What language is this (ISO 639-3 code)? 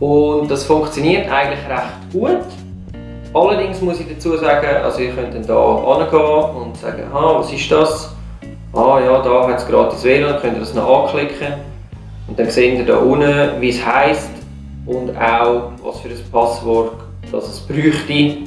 gsw